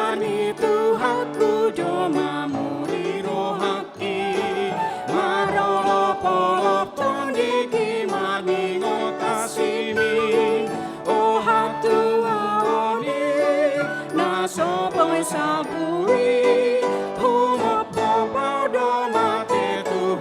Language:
Batak Toba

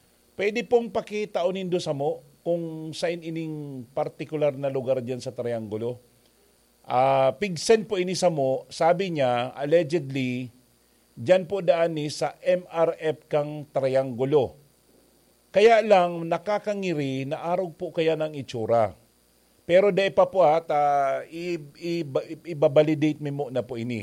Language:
Bikol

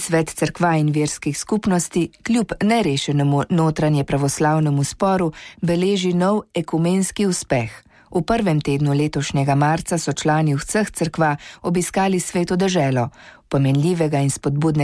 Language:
Slovenian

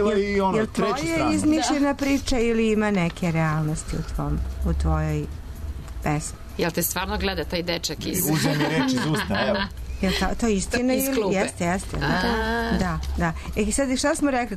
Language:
Serbian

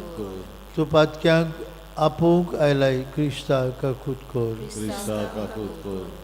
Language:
Konkani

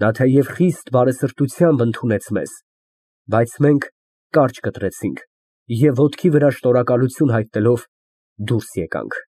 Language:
Armenian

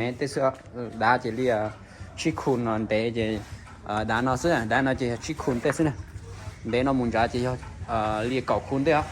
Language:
Hmong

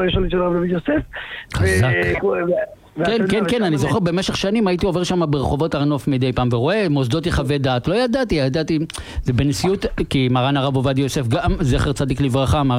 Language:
Hebrew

